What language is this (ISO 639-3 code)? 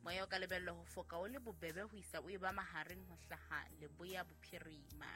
sot